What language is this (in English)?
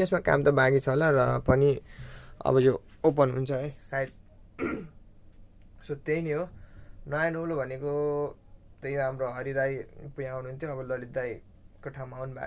Nepali